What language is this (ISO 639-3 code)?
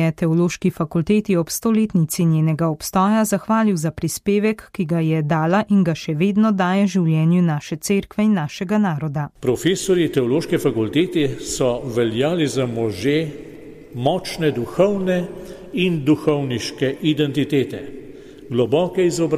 slv